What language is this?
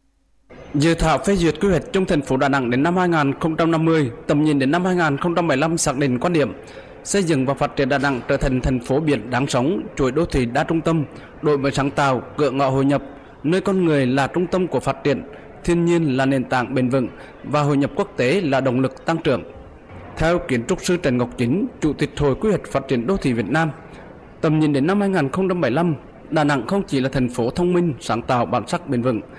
Vietnamese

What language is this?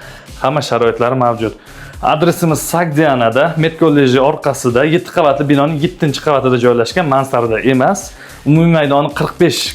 Uzbek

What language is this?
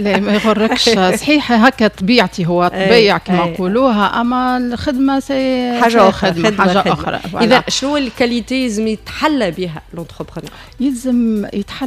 Tunisian Arabic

